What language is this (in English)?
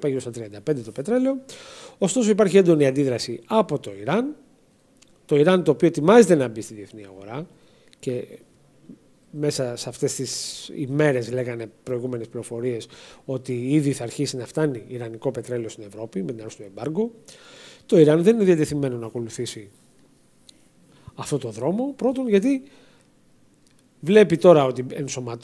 Greek